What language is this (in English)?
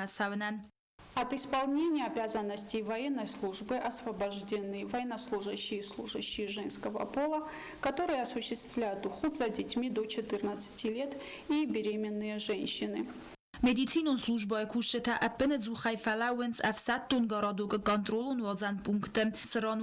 Ossetic